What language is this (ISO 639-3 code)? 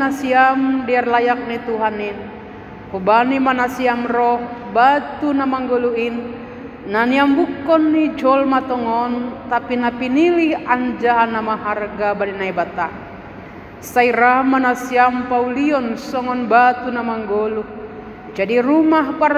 bts